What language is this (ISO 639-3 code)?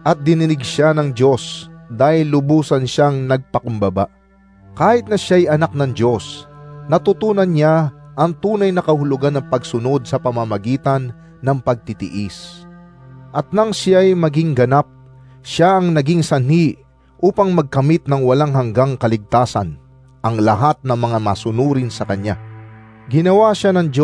fil